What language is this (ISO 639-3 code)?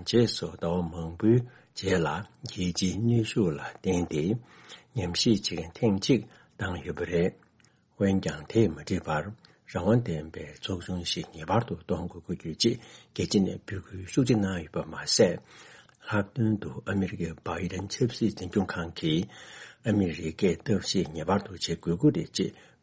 bod